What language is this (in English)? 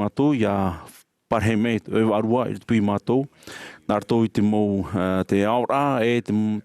Tahitian